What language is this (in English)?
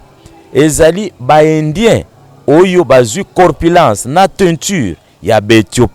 Lingala